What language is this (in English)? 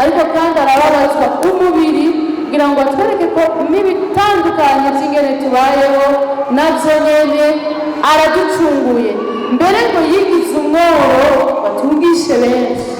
Rundi